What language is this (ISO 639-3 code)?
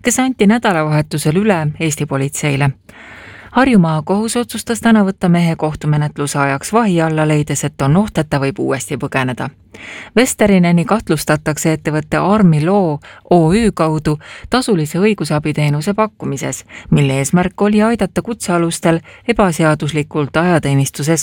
est